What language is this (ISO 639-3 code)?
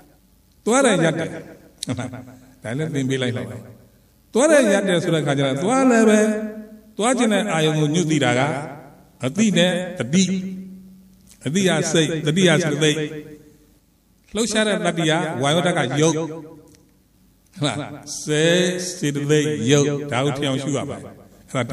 mya